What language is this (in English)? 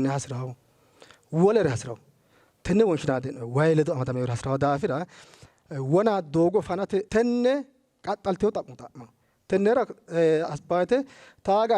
Sidamo